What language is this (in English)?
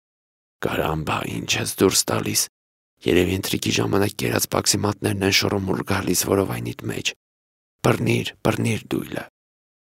Armenian